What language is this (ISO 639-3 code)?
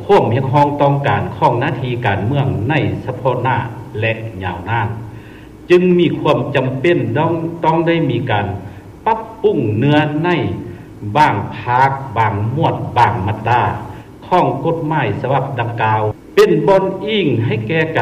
lao